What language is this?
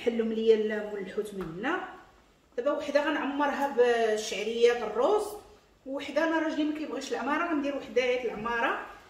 Moroccan Arabic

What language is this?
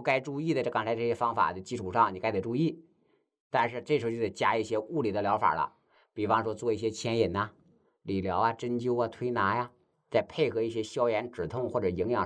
Chinese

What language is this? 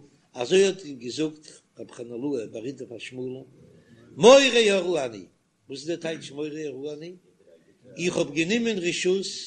Yiddish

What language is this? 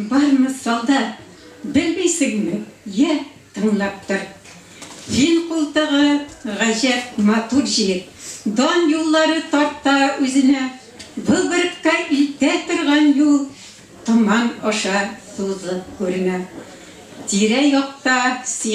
Tatar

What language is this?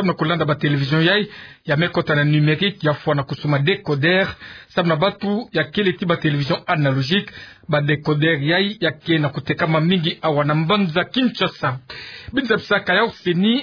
Kituba (Democratic Republic of Congo)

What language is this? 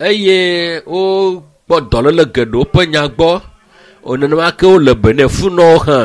Ewe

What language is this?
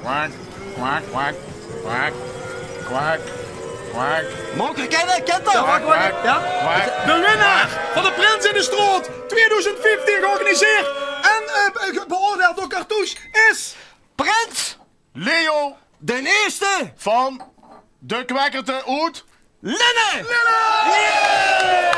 Limburgish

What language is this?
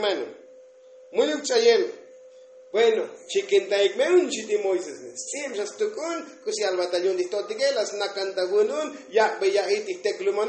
Tzotzil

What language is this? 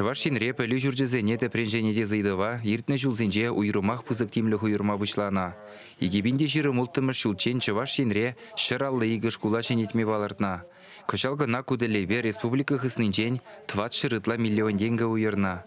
Chuvash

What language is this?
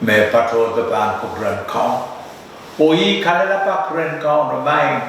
Pohnpeian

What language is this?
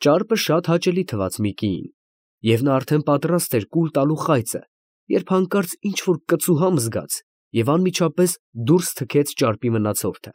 Armenian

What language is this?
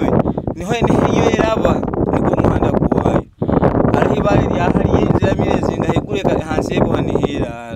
Nyoro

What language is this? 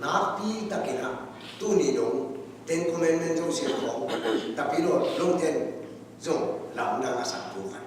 Tedim Chin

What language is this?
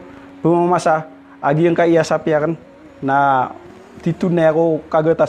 Maranao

